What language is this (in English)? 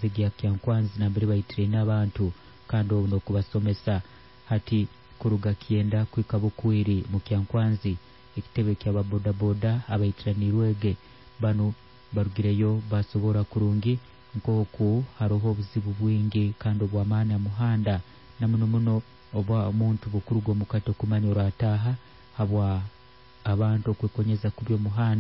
Nyankole